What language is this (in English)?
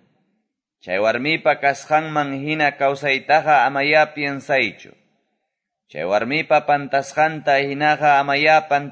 Quechua